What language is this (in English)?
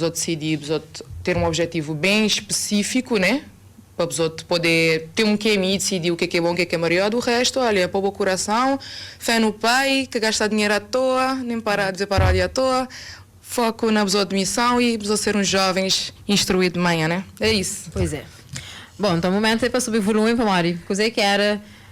Kabuverdianu